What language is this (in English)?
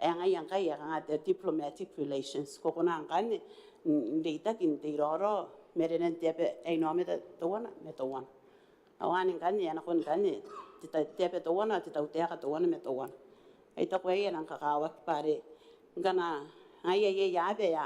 Gilbertese